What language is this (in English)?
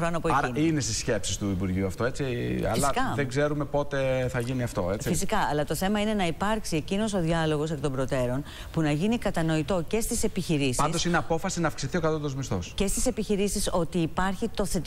Greek